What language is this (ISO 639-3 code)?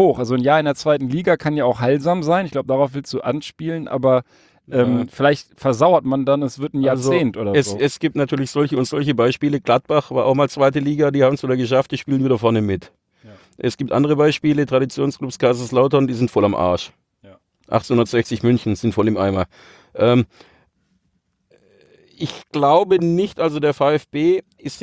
deu